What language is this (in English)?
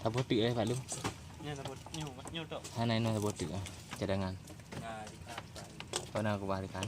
Achinese